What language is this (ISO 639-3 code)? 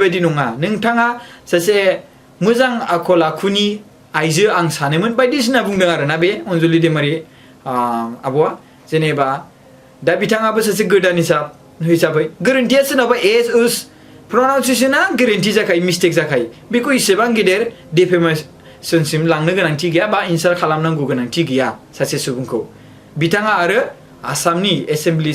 brx